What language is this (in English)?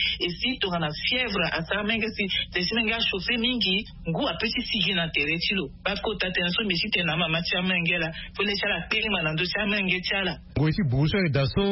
Sango